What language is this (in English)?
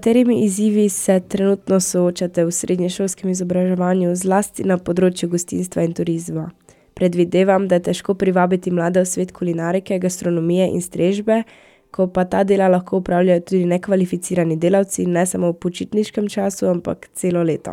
Slovenian